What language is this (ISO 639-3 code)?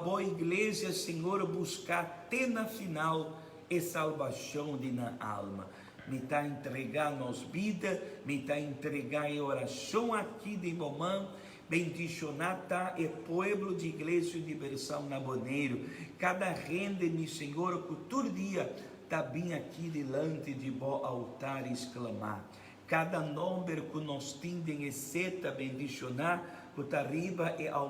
pap